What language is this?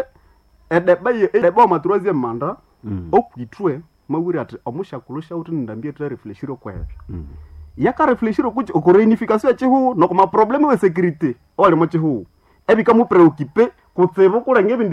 Nande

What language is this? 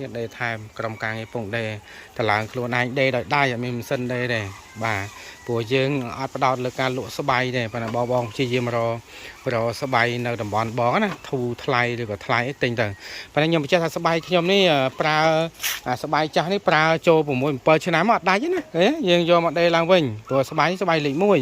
Khmer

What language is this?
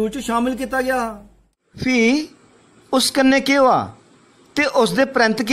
Dogri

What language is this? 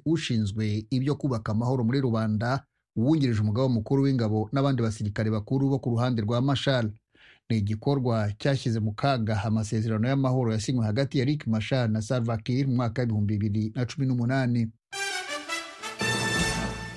Kinyarwanda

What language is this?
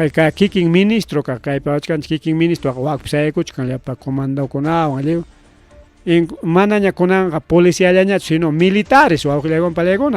Ayacucho Quechua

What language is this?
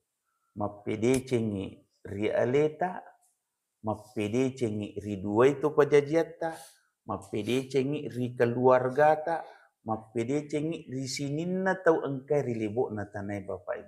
Buginese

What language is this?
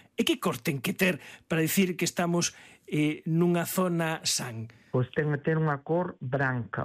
Galician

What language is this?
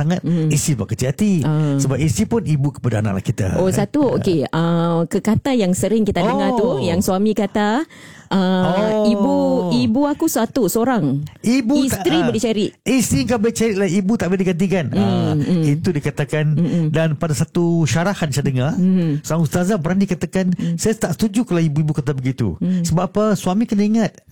Malay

